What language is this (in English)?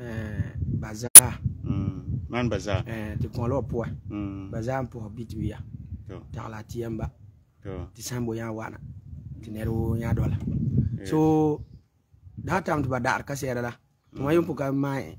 Frafra